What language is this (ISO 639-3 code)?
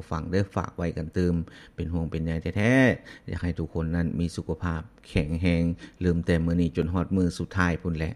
lao